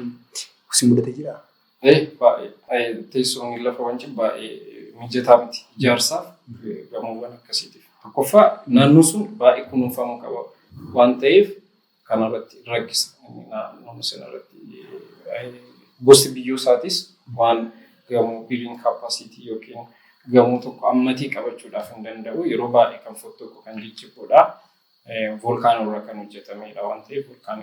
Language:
Oromo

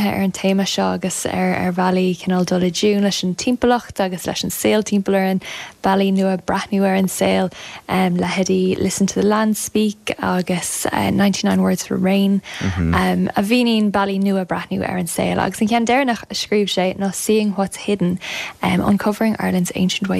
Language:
Irish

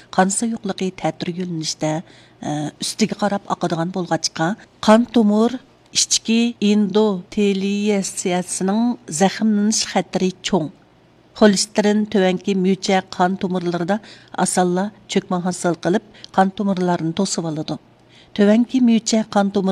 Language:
Uyghur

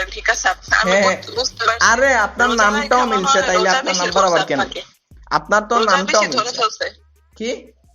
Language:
Sylheti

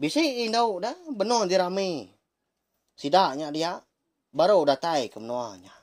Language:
Iban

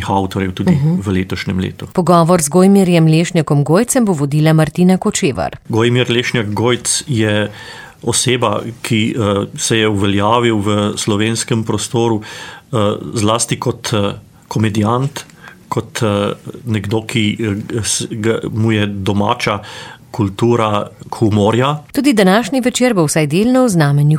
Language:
Slovenian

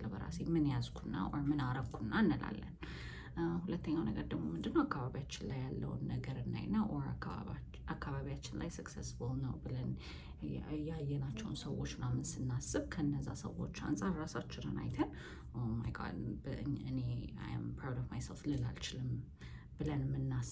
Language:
Amharic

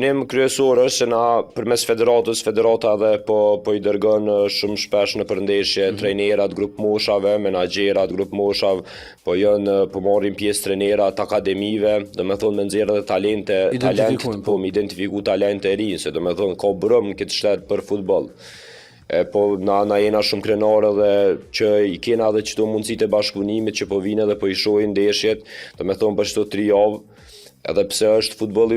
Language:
Albanian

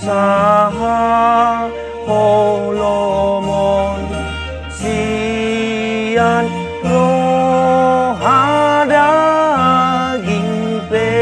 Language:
Batak Toba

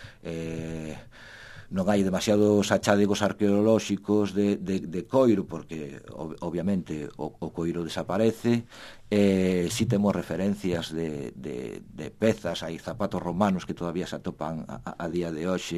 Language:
Galician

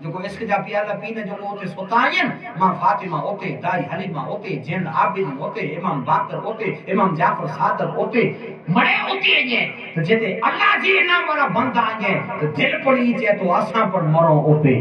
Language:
Sindhi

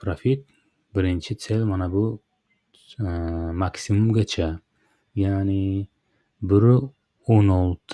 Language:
Uzbek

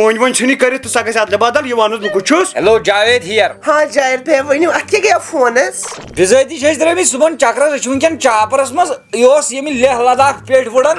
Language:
Kashmiri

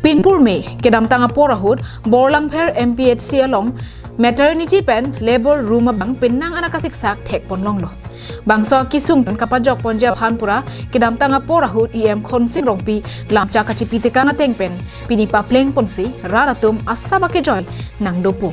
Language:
Karbi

